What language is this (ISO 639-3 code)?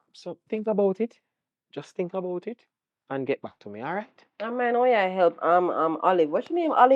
jam